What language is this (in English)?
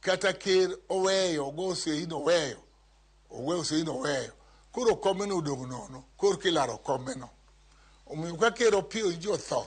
Luo (Kenya and Tanzania)